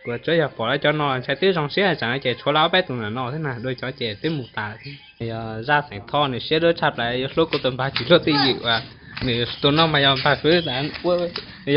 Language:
Hmong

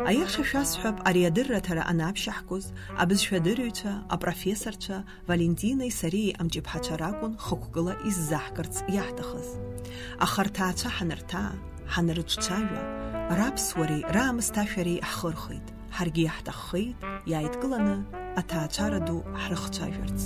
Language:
Abkhazian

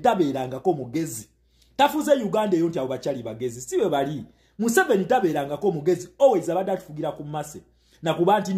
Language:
Ganda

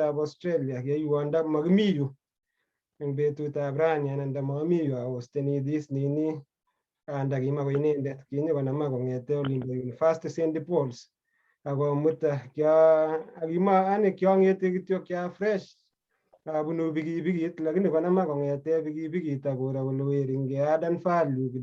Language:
Kalenjin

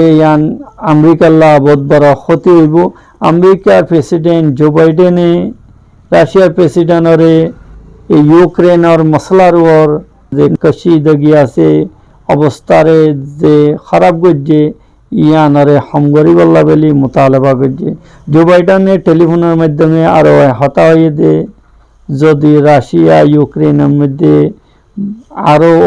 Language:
Rohingya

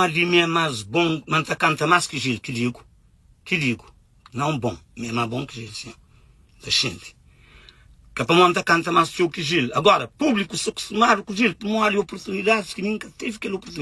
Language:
Kabuverdianu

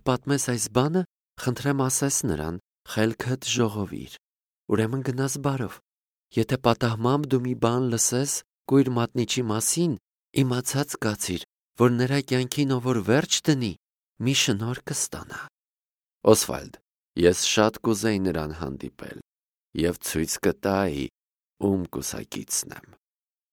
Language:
Armenian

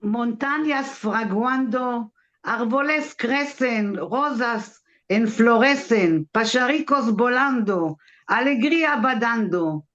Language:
Ladino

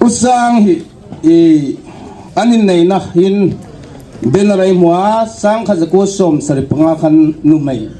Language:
Hmar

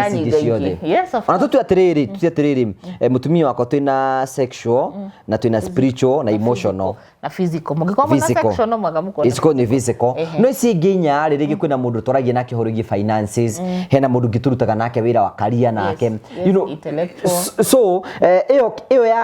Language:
Kikuyu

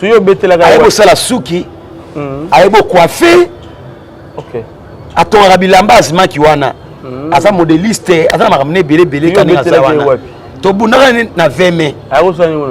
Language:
Lingala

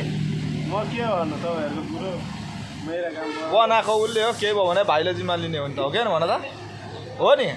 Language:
Nepali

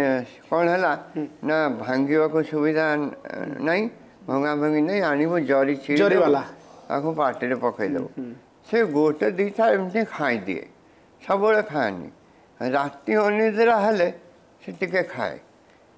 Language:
Odia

